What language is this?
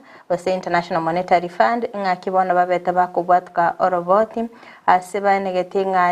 Gusii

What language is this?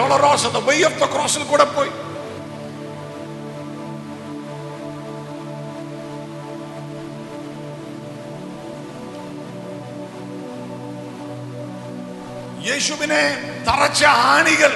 Malayalam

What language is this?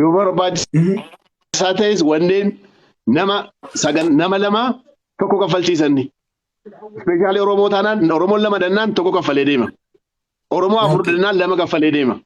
Oromo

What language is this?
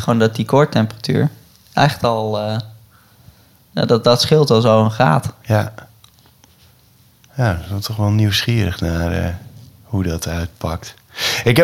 Dutch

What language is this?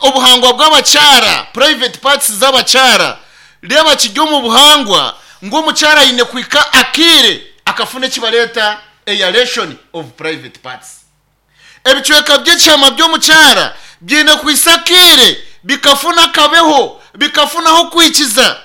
Nyankole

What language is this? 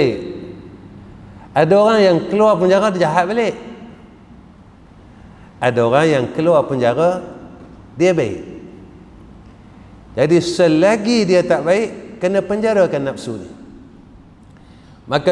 Malay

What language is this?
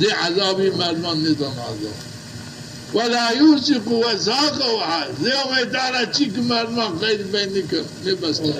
Zaza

